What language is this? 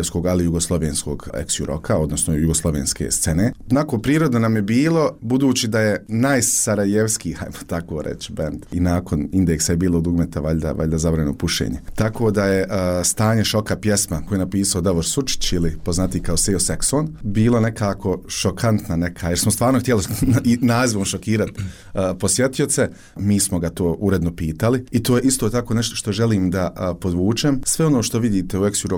Bosnian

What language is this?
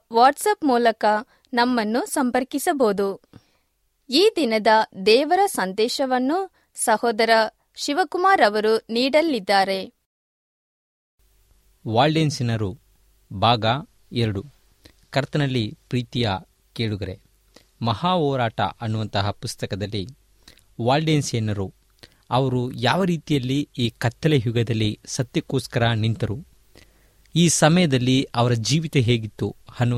Kannada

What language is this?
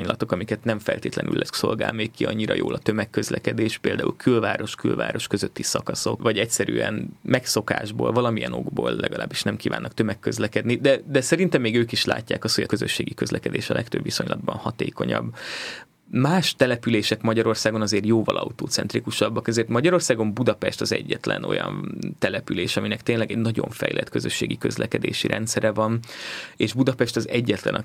Hungarian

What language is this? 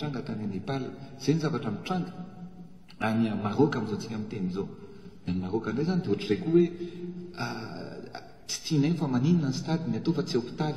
Malagasy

